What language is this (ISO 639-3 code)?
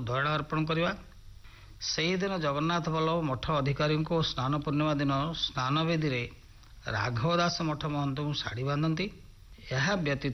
ori